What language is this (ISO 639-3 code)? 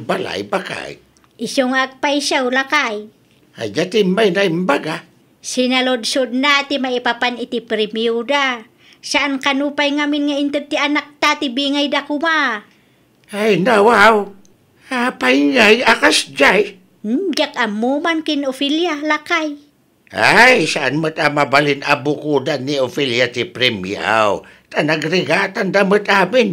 ilo